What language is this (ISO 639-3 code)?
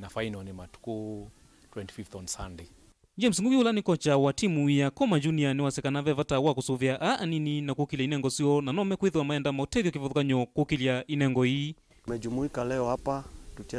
kam